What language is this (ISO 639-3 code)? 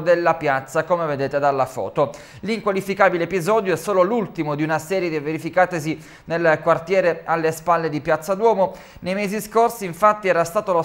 ita